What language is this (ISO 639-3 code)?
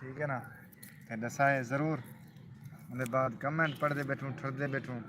skr